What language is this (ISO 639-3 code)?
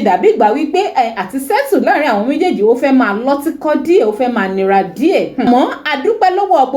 yor